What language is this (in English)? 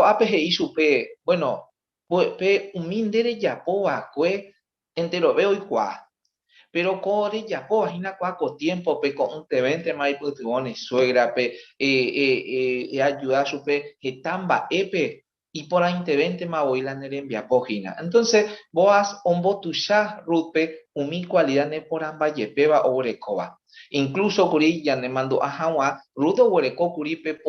Guarani